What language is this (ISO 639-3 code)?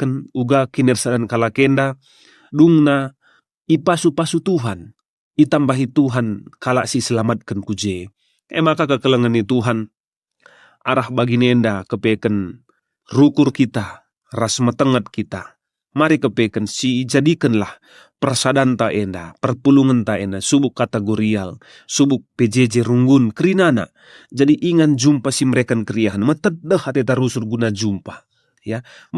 btx